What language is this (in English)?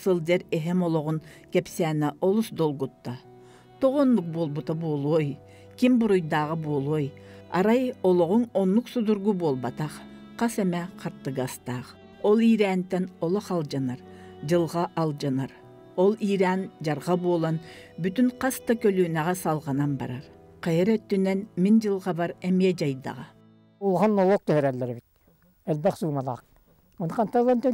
Yakut